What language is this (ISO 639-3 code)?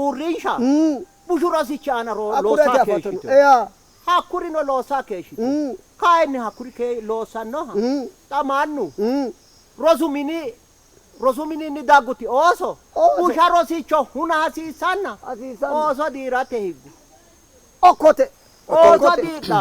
sid